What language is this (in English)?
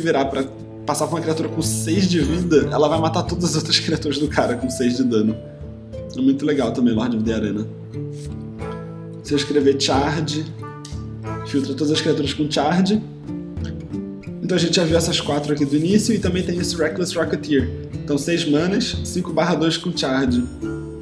Portuguese